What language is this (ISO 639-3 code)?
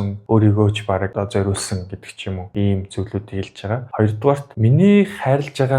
mon